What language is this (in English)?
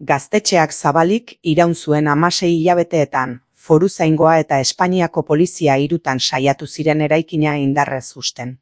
Basque